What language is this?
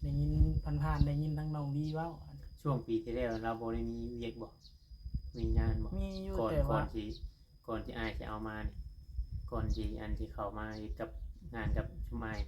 Northeastern Thai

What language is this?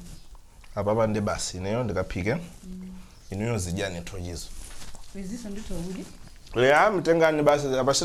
Nyanja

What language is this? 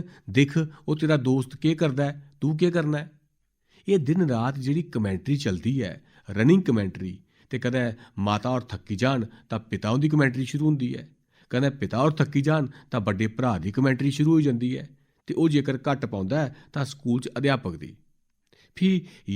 Dogri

